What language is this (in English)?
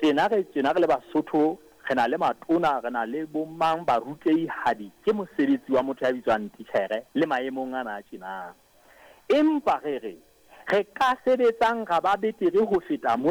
Southern Sotho